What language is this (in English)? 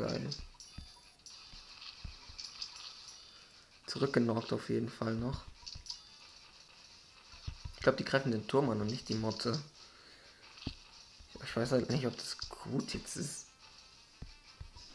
German